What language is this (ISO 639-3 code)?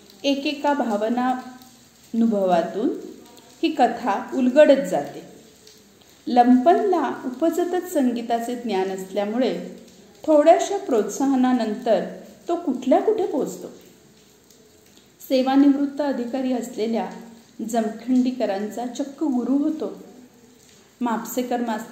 mar